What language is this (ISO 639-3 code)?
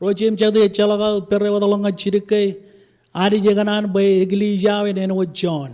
mah